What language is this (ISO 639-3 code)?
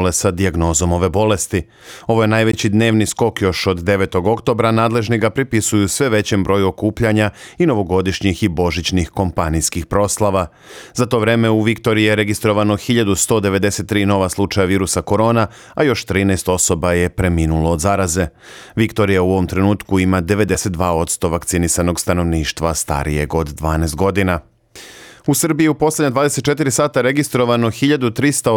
srp